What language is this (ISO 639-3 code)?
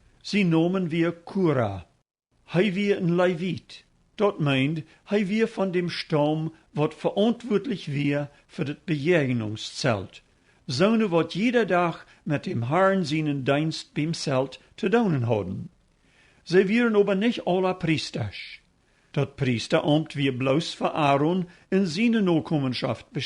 pdt